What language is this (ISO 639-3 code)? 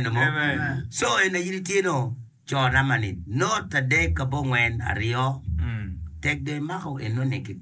ach